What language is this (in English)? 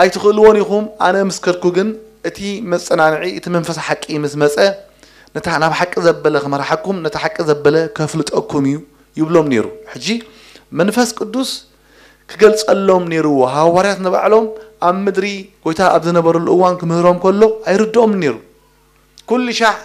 Tigrinya